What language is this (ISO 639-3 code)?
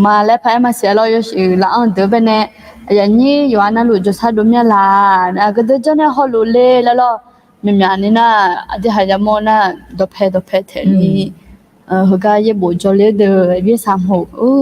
ahk